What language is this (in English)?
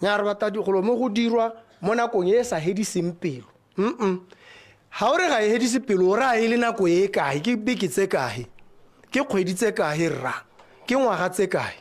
Tswana